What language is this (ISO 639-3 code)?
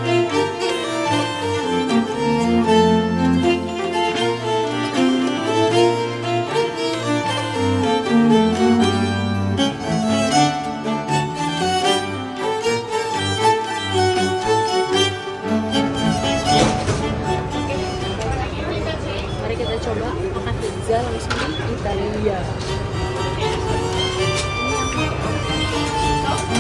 ind